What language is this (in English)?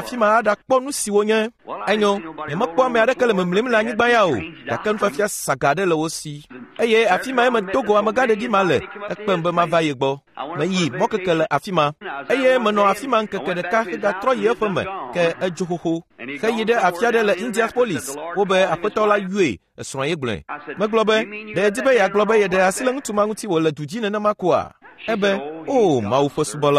Ewe